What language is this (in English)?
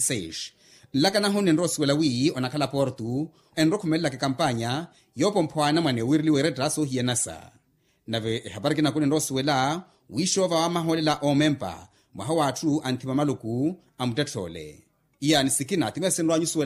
Makhuwa